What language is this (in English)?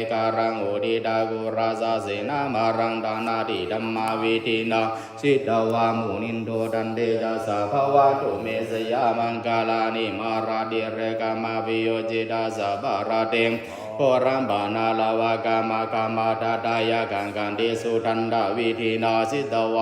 Pali